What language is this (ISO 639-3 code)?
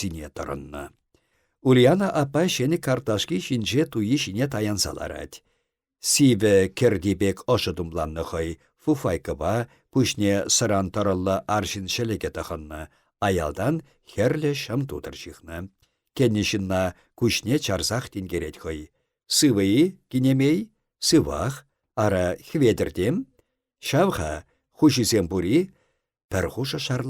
chv